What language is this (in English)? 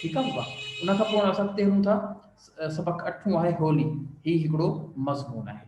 Sindhi